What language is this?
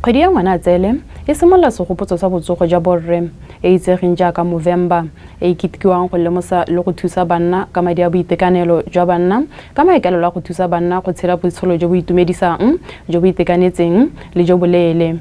Tswana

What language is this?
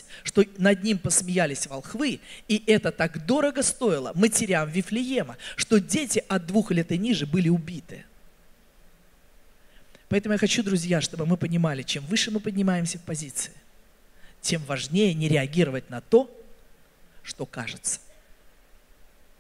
Russian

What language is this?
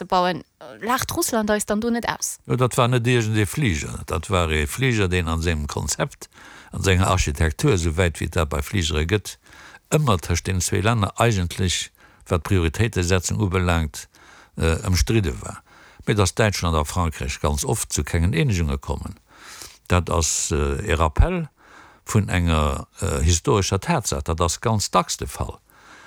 Luxembourgish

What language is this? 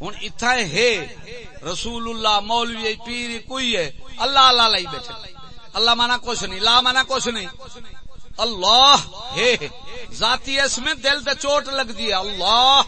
Saraiki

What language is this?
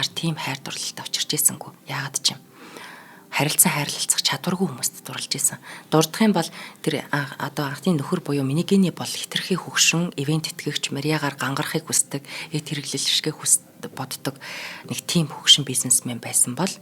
Mongolian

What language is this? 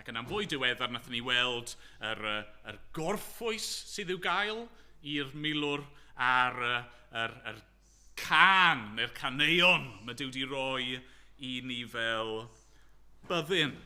Welsh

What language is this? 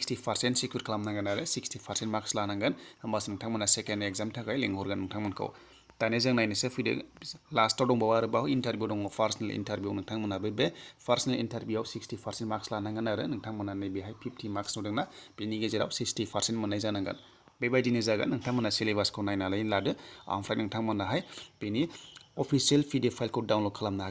Bodo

